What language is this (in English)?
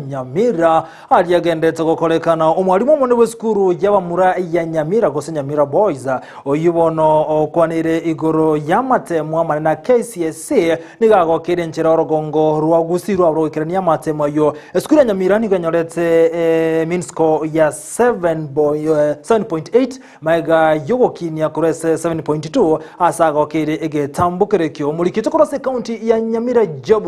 Gusii